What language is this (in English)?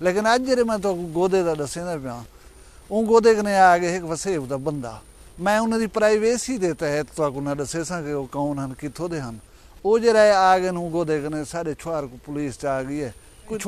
Saraiki